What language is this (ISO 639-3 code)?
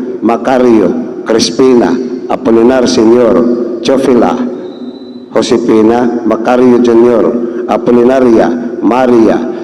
ceb